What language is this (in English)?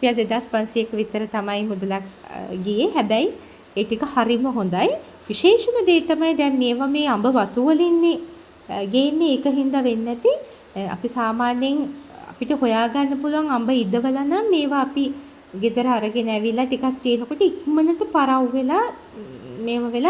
Sinhala